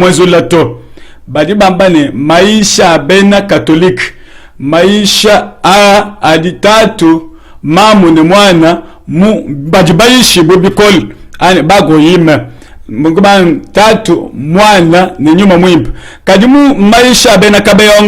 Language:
Luba-Lulua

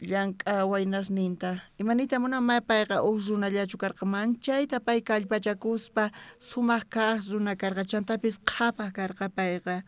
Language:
South Bolivian Quechua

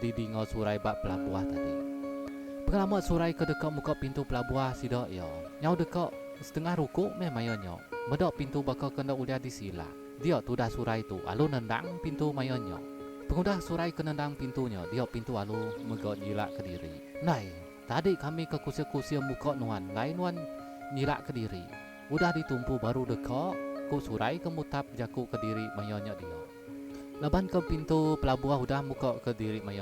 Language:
Iban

